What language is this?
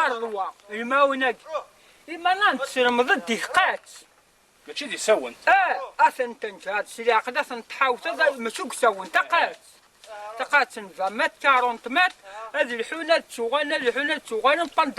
Kabyle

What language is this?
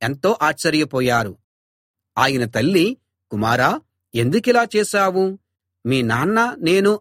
Telugu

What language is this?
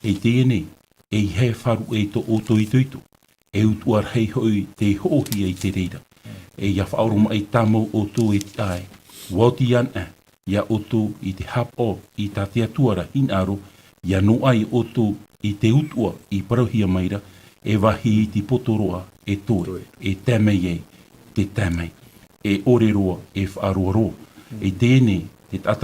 Tahitian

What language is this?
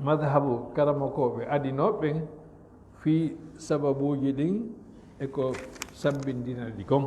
Fula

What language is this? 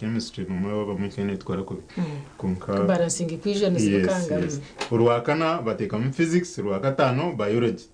Nyankole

